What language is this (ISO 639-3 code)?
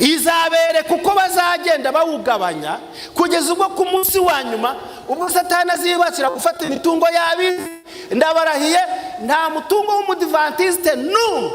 kin